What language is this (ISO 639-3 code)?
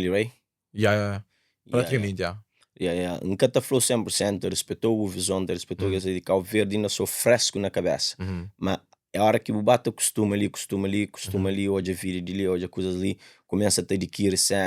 kea